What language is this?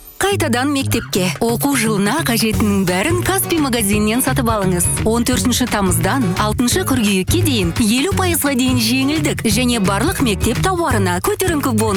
Kazakh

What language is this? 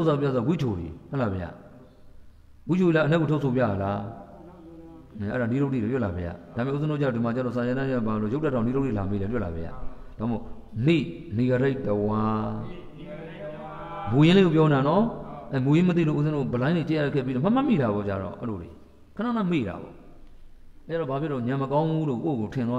Burmese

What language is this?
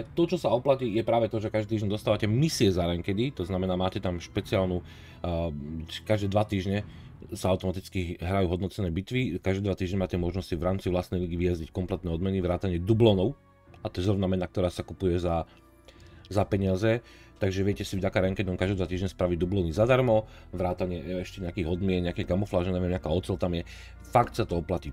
Slovak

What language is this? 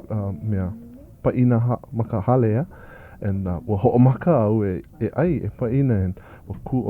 Hawaiian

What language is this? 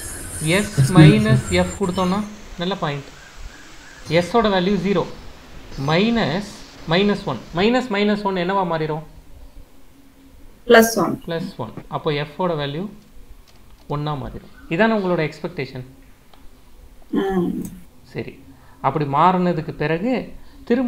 Tamil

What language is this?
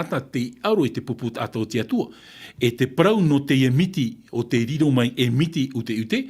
Tahitian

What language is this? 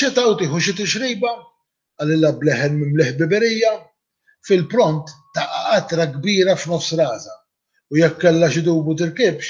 Maltese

